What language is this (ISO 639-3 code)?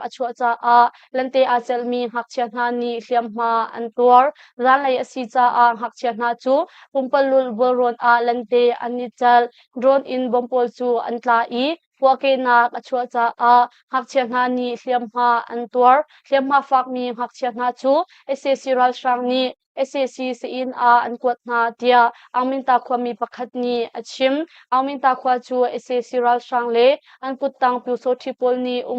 cnh